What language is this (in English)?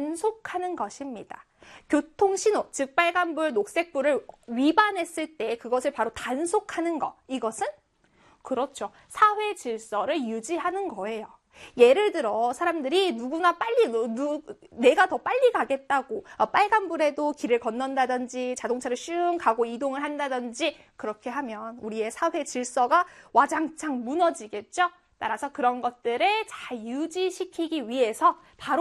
Korean